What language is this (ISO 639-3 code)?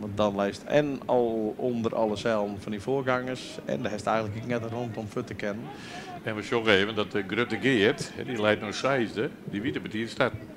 fry